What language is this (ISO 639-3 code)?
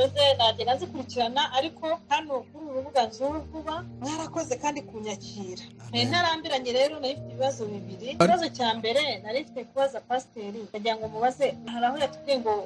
kin